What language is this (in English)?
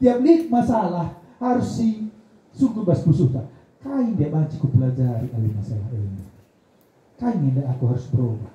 Batak Karo